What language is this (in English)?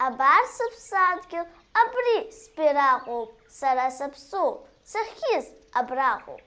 Abkhazian